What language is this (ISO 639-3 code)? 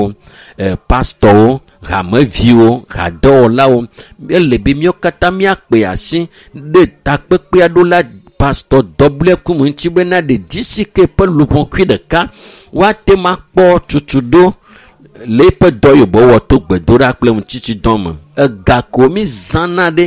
ewe